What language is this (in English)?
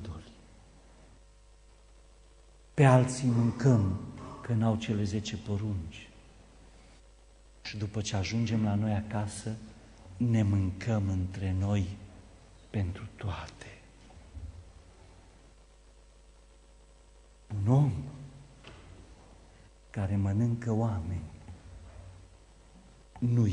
Romanian